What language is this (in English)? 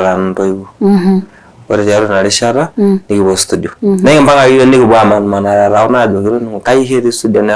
Masai